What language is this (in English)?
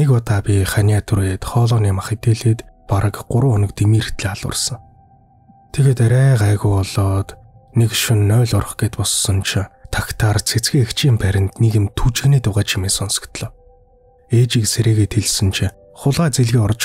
Mongolian